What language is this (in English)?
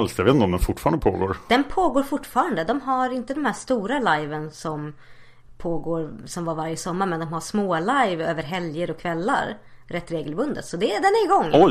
Swedish